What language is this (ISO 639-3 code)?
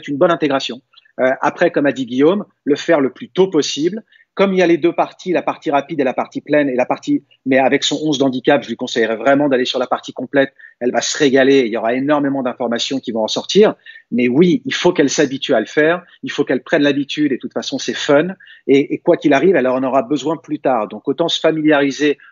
fra